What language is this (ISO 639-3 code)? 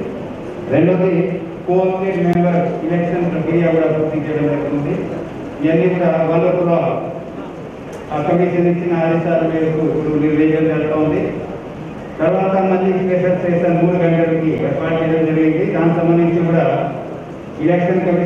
tel